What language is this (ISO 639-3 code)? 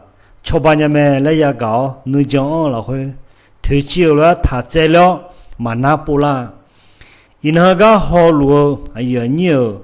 ahk